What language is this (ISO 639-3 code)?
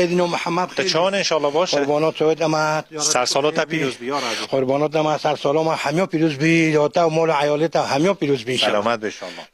kur